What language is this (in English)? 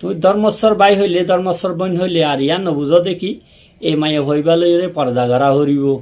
Rohingya